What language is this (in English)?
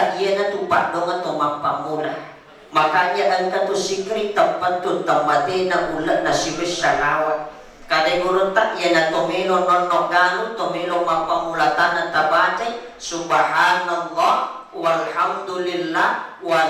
Buginese